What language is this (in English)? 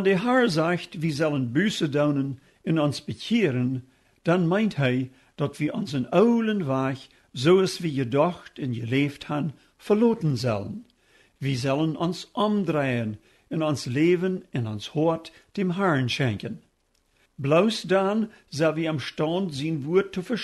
Plautdietsch